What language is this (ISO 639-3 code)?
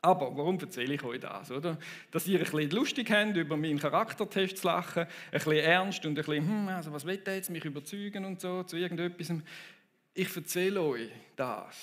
gsw